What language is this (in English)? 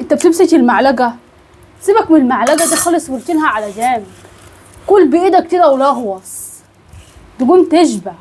Egyptian Arabic